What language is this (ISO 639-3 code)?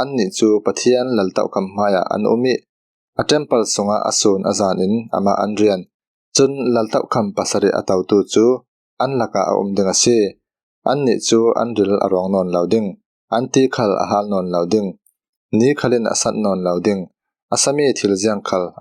cfm